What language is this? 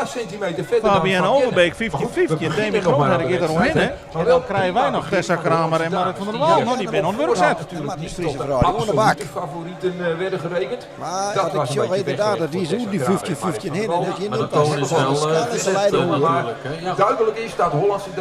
Western Frisian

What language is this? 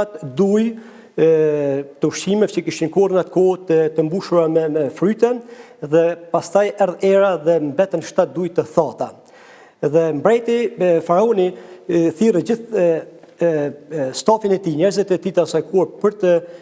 Albanian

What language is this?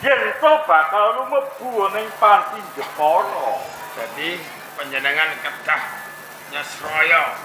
Javanese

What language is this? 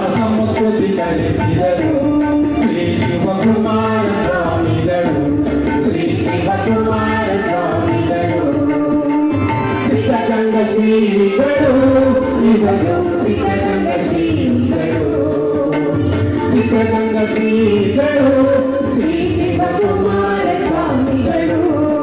Kannada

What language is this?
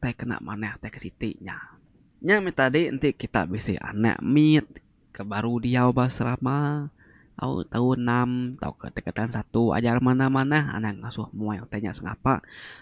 Iban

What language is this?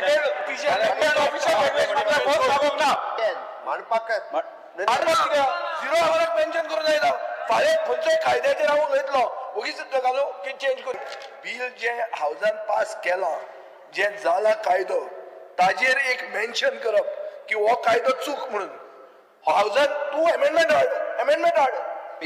Konkani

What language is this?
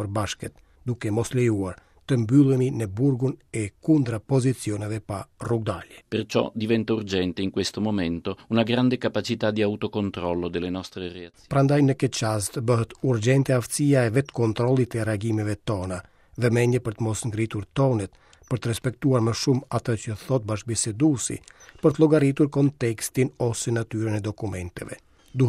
Albanian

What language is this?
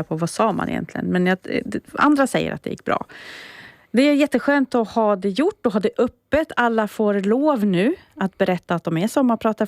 Swedish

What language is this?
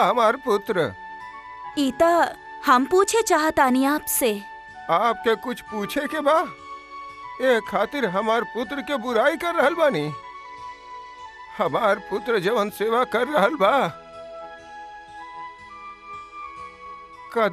Bhojpuri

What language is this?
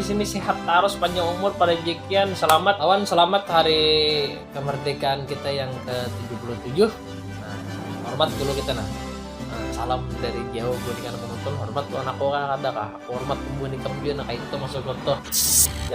Banjar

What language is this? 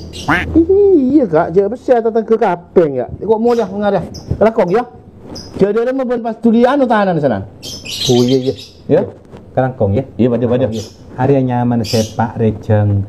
Madurese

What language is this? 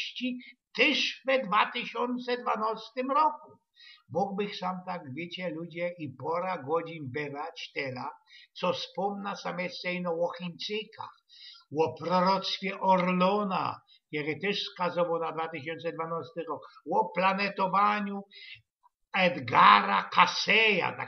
Silesian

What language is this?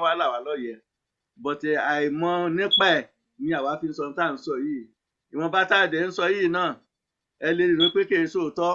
Yoruba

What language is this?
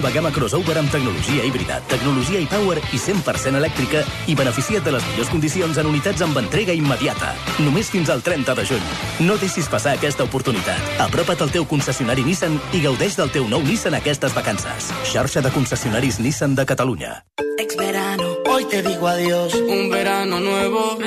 Catalan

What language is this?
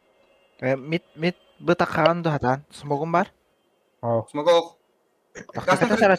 Yakut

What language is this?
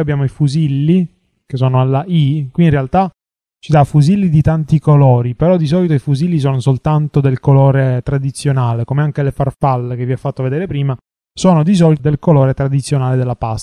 Italian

